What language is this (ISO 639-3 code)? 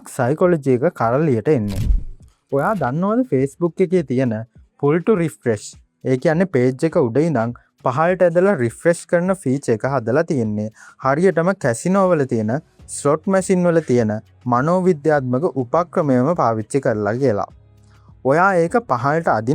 sin